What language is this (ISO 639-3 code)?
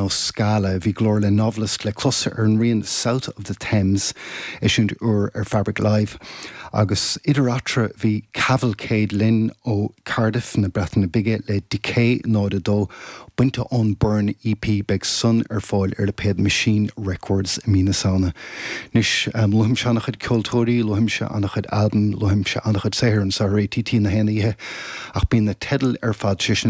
gle